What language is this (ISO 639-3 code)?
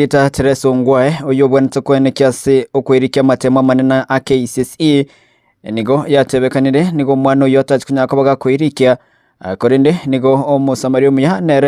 guz